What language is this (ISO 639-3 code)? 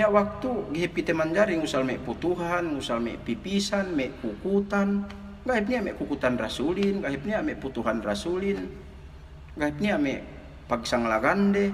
yka